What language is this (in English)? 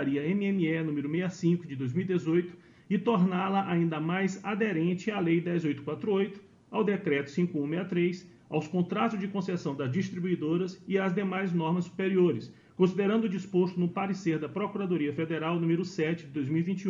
Portuguese